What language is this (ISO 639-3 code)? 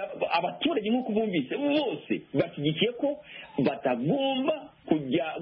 kin